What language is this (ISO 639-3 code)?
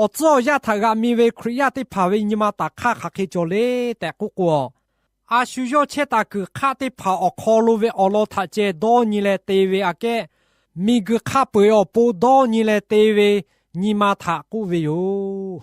lhu